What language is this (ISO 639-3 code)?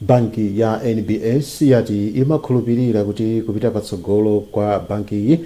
nya